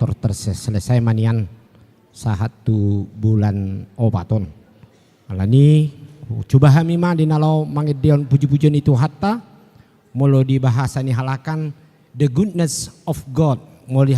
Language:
Batak Toba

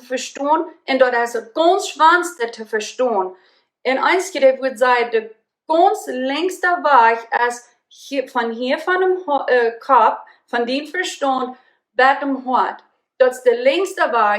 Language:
Plautdietsch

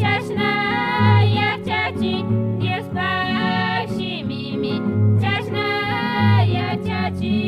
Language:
Chimborazo Highland Quichua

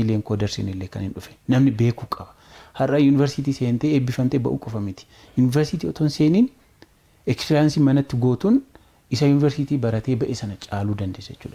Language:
Oromo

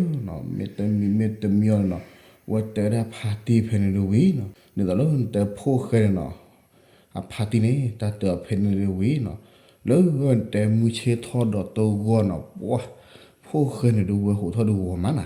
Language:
S'gaw Karen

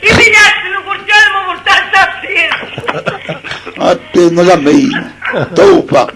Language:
Neapolitan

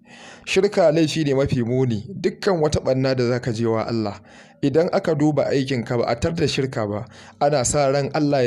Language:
Hausa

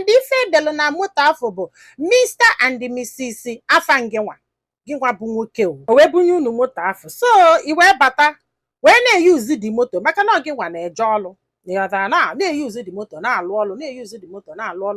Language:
Igbo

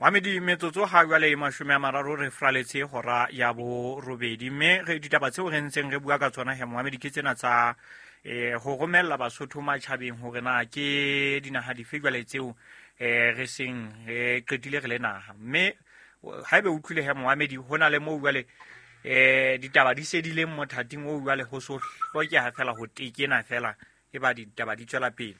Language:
Southern Sotho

